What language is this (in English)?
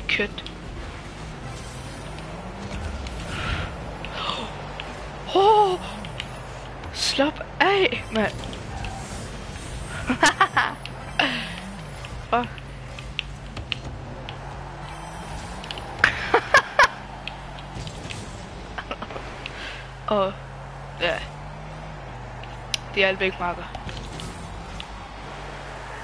Danish